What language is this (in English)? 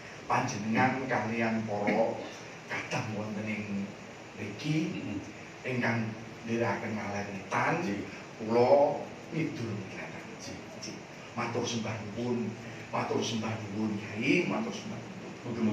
Javanese